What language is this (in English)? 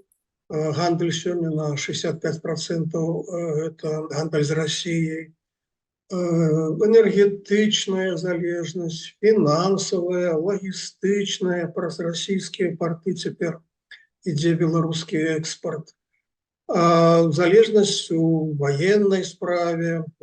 Belarusian